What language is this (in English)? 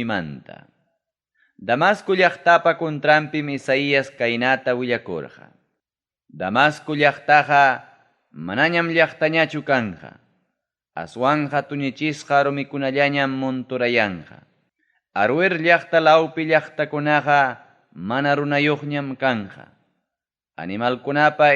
Ayacucho Quechua